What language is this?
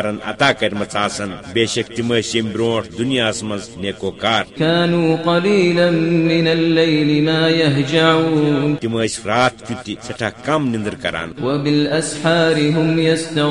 Kashmiri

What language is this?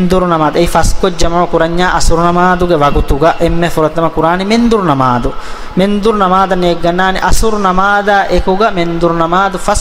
Divehi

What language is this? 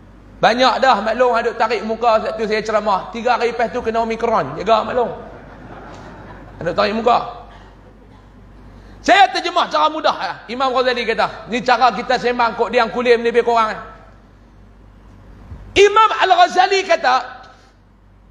Malay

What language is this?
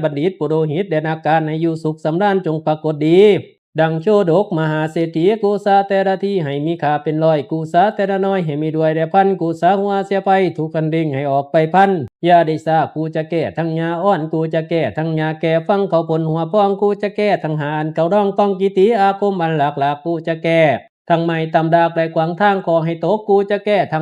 Lao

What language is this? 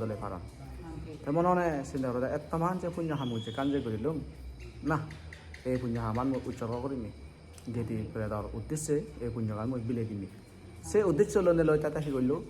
Chakma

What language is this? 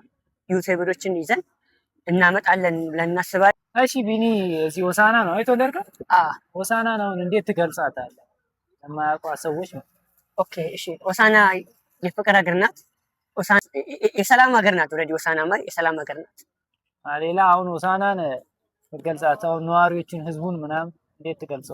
Amharic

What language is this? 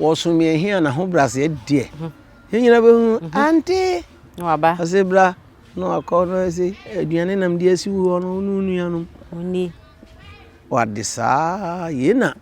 Akan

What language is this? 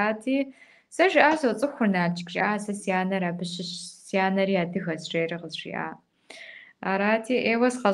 Kabardian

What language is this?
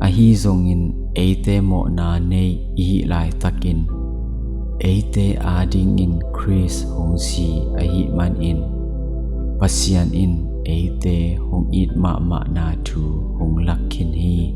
Tedim Chin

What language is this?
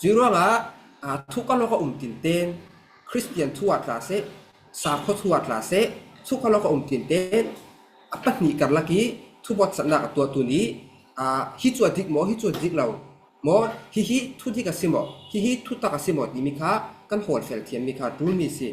Falam Chin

